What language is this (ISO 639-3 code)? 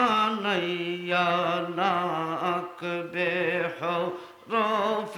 syl